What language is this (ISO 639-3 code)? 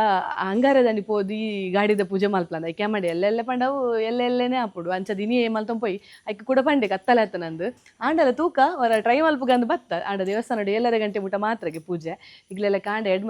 tcy